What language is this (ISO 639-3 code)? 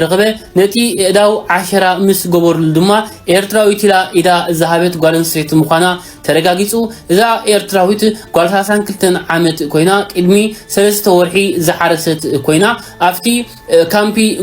tir